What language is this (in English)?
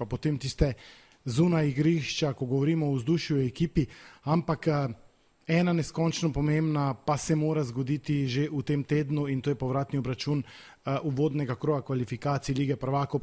Slovenian